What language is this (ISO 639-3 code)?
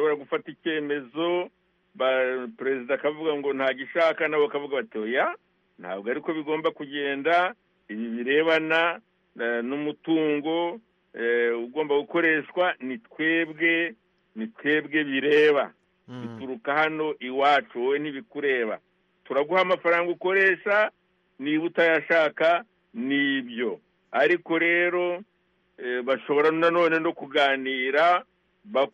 kin